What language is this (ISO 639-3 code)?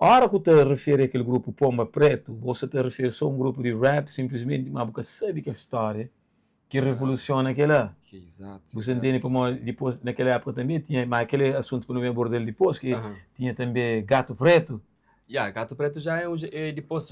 kea